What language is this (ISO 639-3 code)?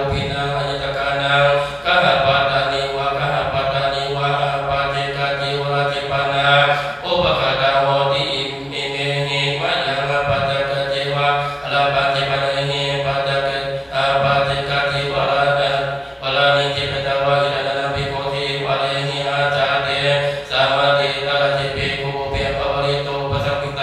pli